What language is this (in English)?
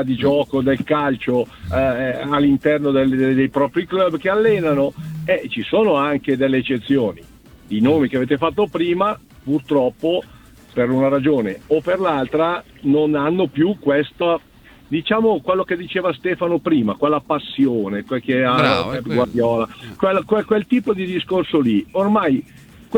Italian